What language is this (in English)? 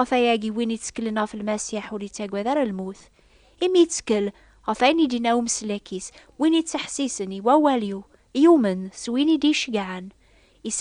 Kabyle